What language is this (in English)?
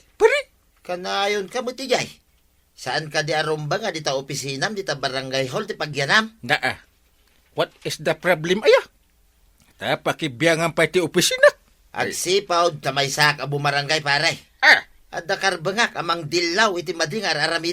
Iloko